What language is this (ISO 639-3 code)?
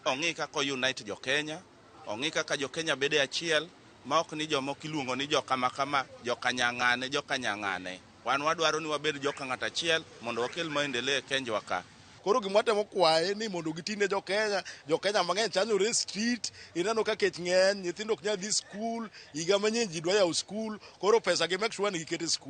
luo